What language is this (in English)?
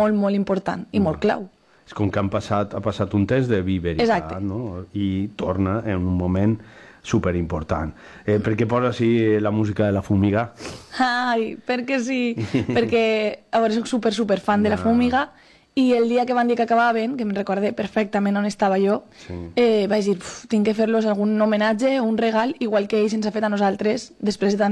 Catalan